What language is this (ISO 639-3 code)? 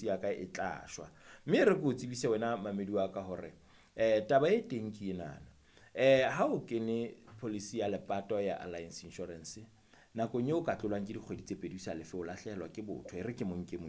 sot